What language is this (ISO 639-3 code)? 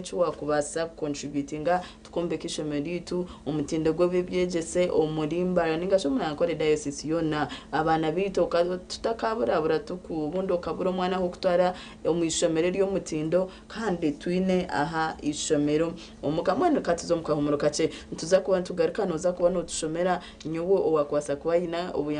nyn